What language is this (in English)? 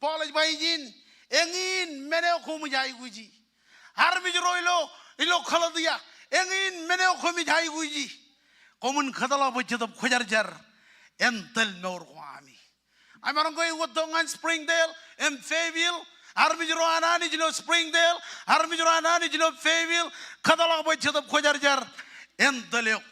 Marshallese